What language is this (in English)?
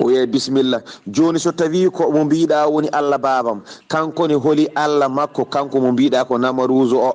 Fula